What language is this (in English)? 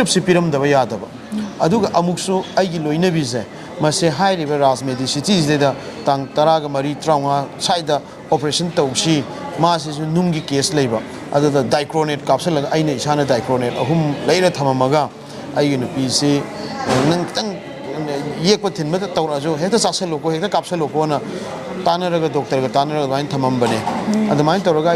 Manipuri